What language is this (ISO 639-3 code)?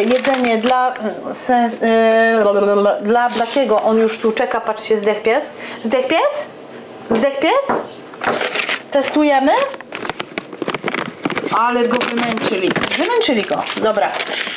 pol